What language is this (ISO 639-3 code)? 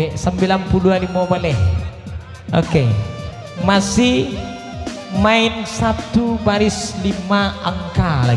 min